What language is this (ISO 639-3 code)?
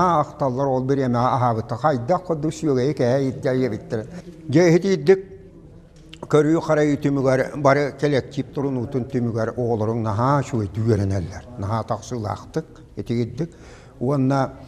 sah